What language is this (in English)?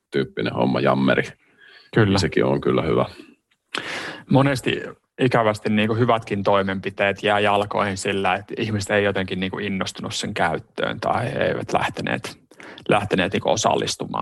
Finnish